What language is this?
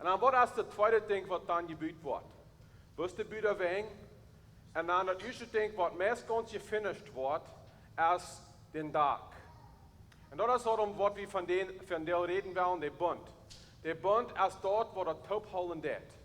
Plautdietsch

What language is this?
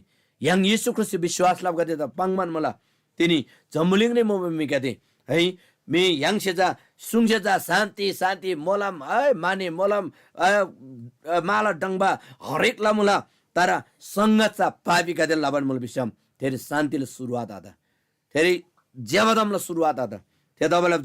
Eastern Tamang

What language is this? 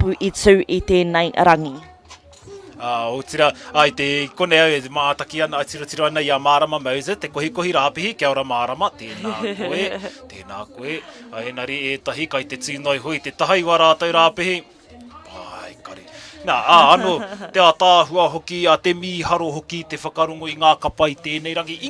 Māori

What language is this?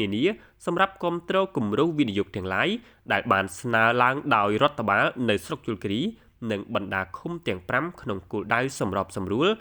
Khmer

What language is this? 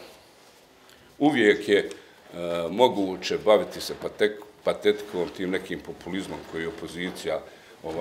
Bosnian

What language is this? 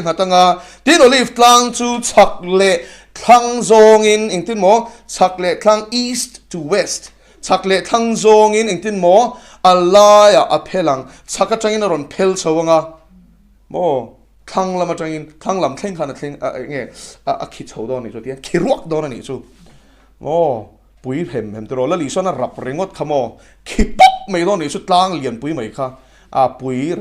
Mizo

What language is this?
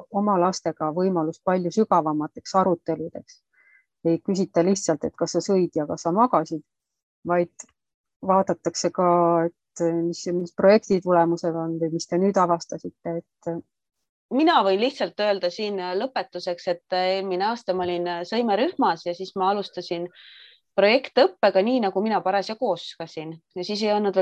Estonian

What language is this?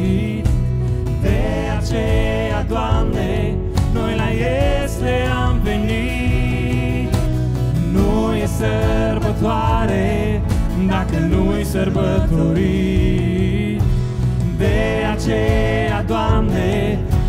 Romanian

